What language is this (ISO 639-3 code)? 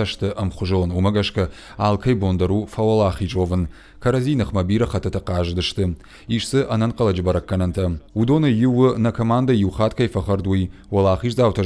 oss